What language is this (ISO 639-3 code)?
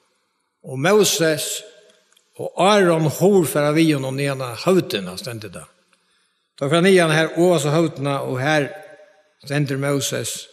fao